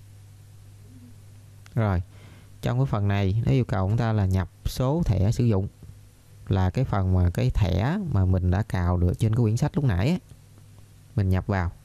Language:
Vietnamese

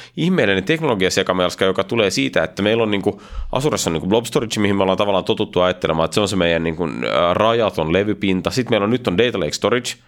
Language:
Finnish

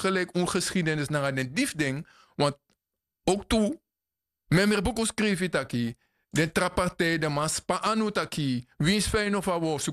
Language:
Sranan Tongo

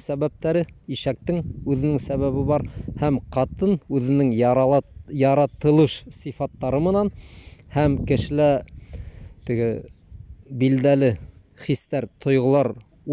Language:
Bashkir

